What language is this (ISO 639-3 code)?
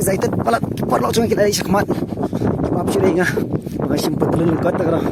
kha